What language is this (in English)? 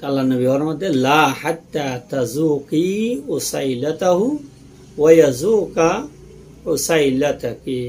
Rohingya